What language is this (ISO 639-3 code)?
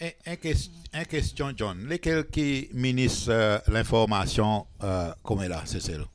crs